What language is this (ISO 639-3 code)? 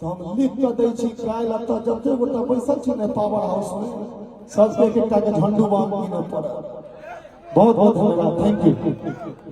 mai